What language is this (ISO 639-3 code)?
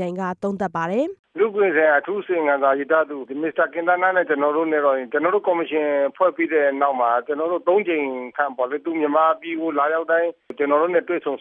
mya